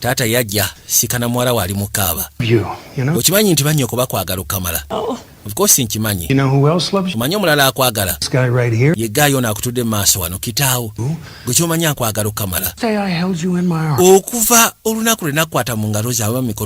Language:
Ganda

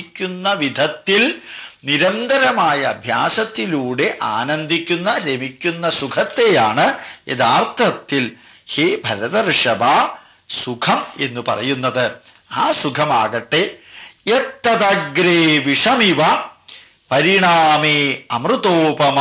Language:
Malayalam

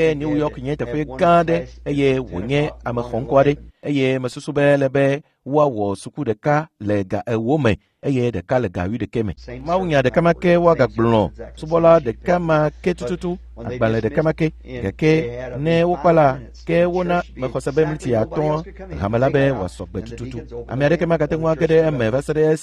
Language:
Ewe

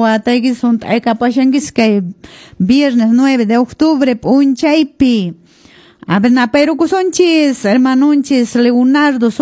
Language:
Quechua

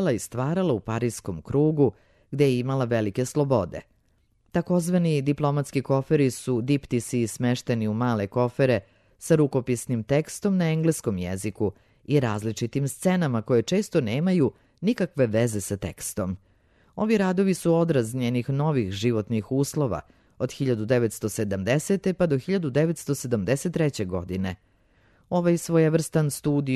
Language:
Serbian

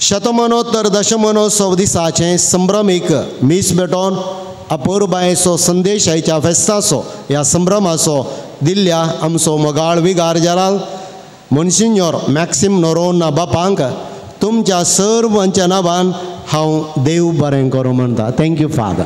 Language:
Konkani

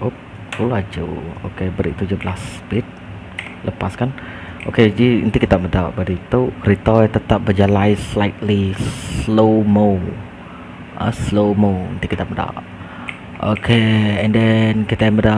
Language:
Iban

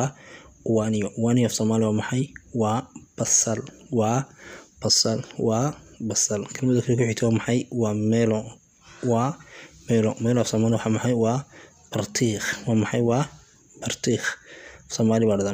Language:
Somali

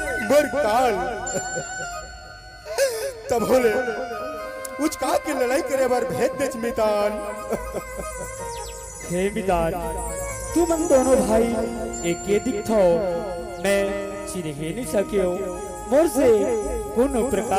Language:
Chhattisgarhi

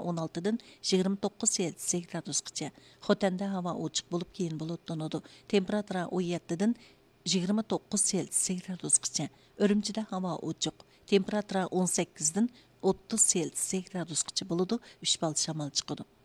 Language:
Uyghur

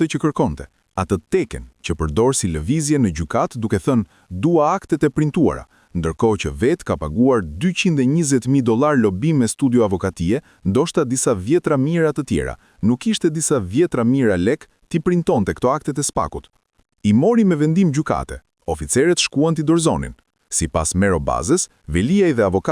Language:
Albanian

